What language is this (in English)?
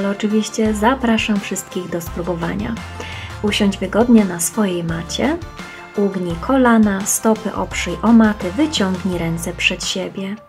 Polish